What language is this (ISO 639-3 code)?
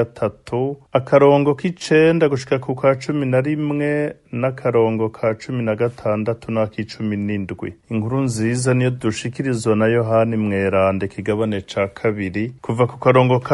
run